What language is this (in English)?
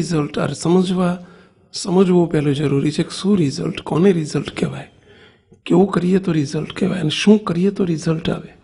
Gujarati